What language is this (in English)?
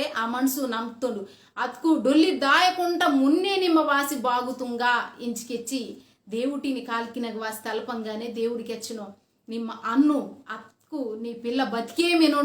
Koya